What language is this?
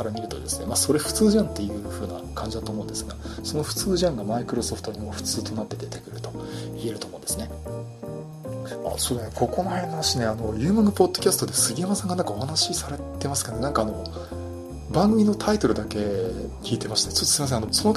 Japanese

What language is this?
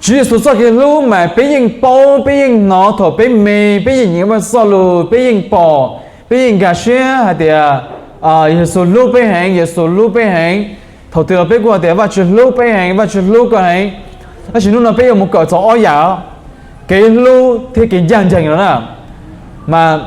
Hmong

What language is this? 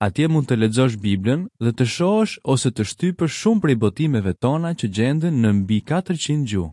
Albanian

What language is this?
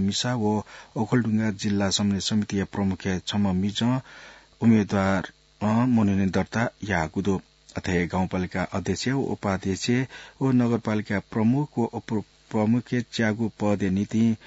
Newari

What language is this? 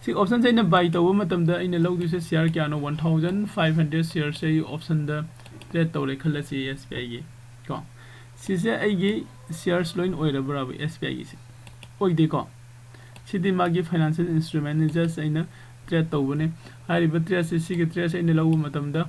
Manipuri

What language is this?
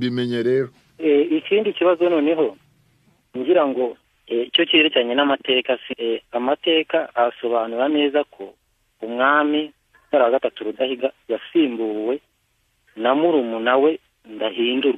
Kinyarwanda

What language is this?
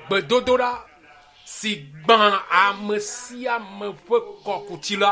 Ewe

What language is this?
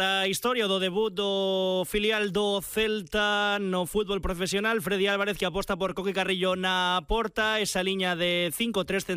Galician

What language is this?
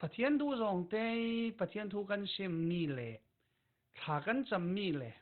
Falam Chin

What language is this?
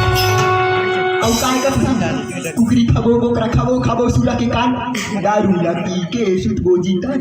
Chhattisgarhi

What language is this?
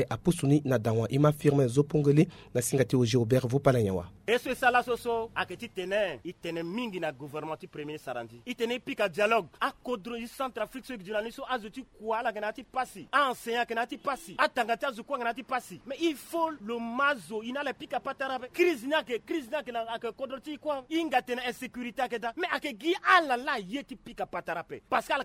Sango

